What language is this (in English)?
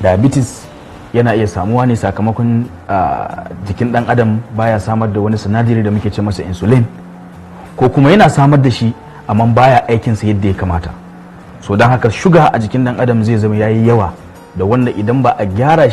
Hausa